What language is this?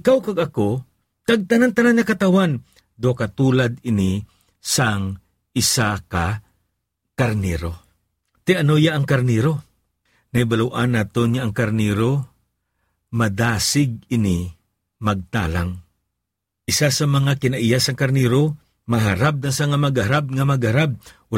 Hiligaynon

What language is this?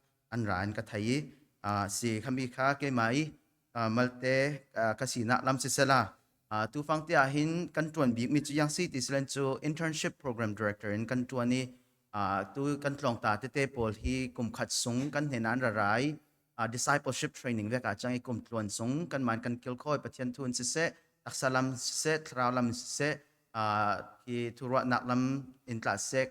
Falam Chin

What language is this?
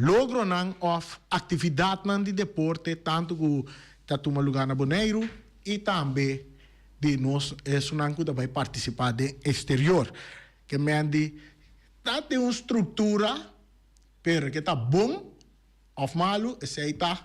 Papiamento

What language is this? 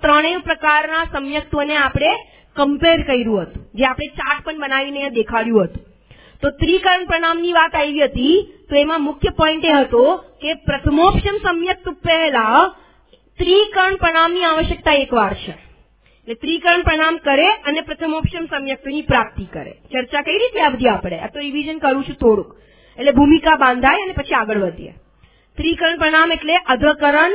Gujarati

